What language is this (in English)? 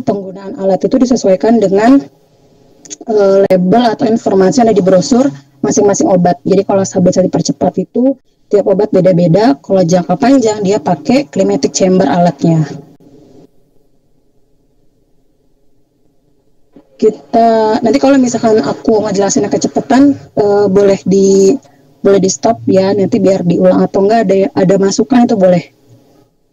Indonesian